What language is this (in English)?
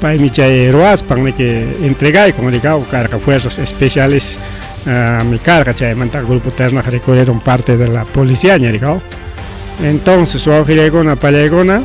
Ayacucho Quechua